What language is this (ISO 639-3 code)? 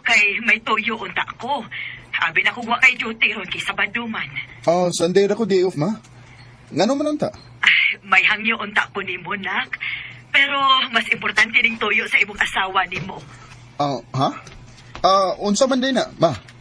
ceb